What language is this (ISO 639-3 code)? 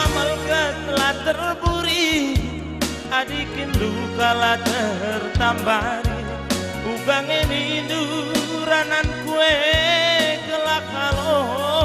btx